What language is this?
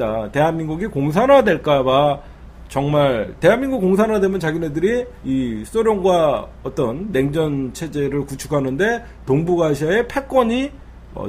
Korean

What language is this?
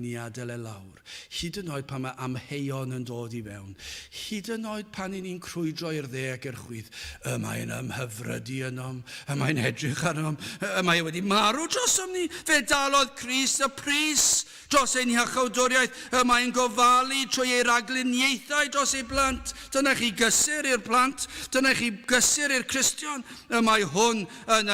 Welsh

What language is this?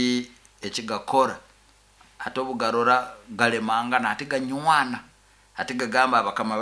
Nyoro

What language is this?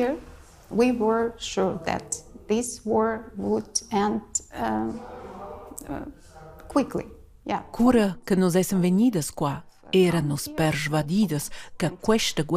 Romansh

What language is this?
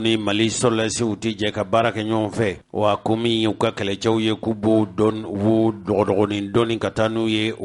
Bambara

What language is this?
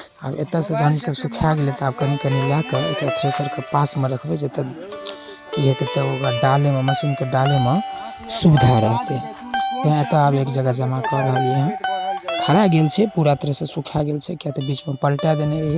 Maithili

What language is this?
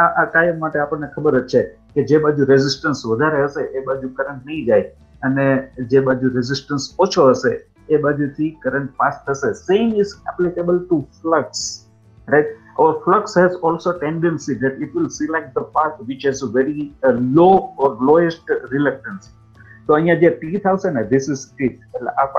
Gujarati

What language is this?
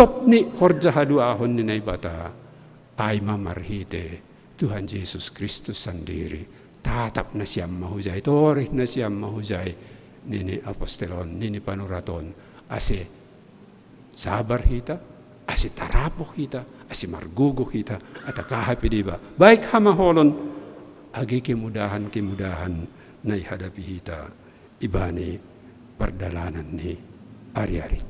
Batak Simalungun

